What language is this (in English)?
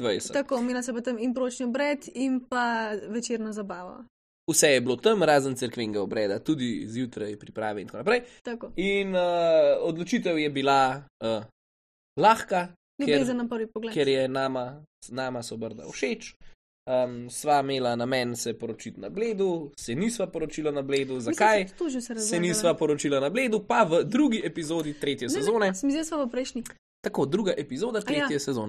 Slovenian